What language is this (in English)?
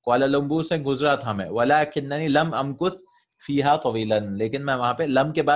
Urdu